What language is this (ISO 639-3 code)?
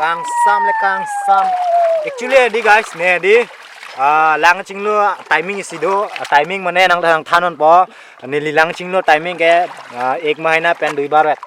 mjw